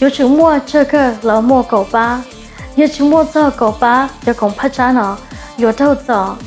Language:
Hmong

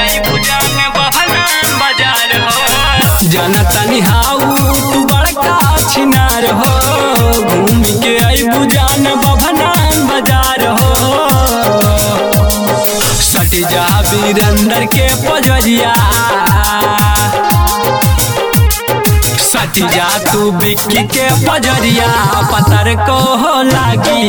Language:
Bhojpuri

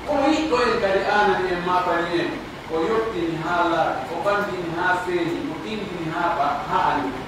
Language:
Pular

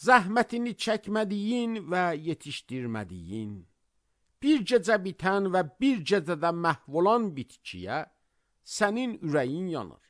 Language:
Azerbaijani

